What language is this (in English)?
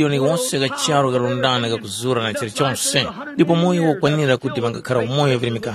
Tumbuka